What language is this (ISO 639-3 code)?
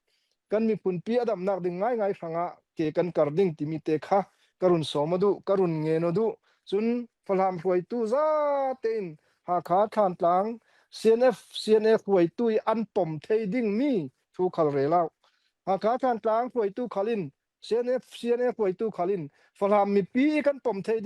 cfm